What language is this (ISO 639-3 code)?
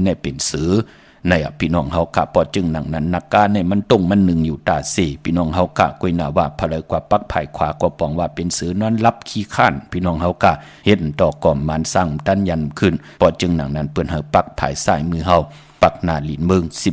shn